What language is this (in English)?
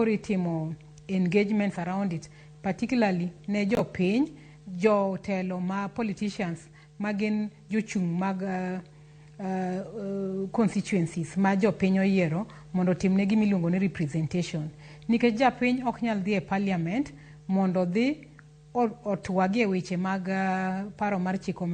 Luo (Kenya and Tanzania)